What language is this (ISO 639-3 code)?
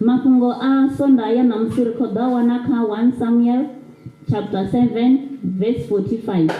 ven